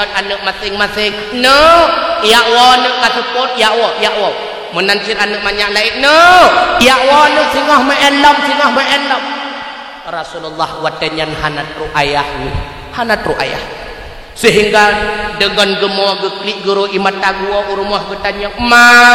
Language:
Achinese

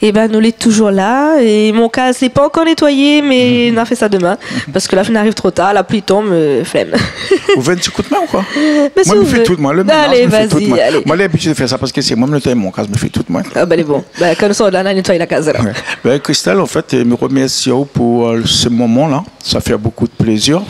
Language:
Réunion Creole French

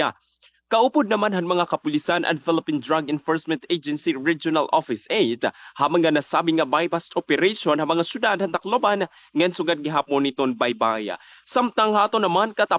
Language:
Waray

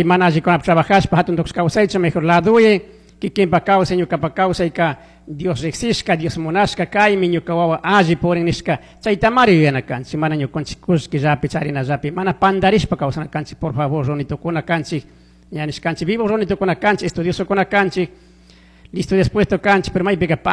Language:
Chimborazo Highland Quichua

